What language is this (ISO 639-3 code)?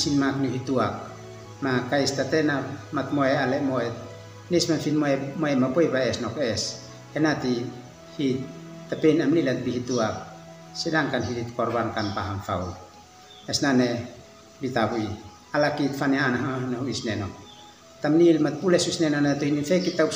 aoz